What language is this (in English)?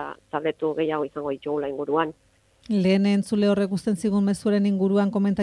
Basque